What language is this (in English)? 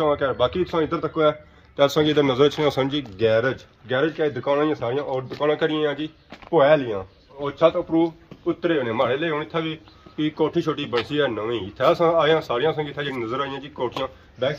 Pahari-Potwari